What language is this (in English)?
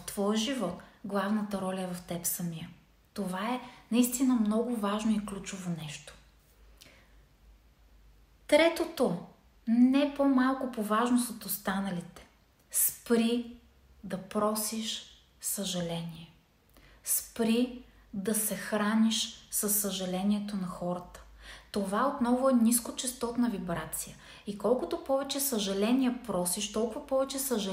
Bulgarian